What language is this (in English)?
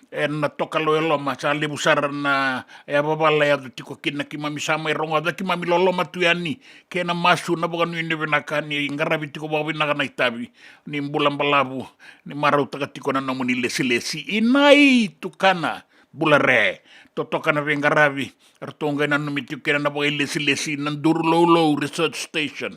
Fijian